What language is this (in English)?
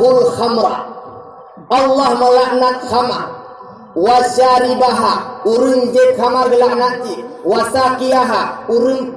Achinese